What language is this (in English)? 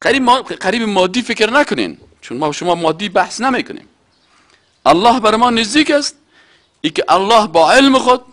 Persian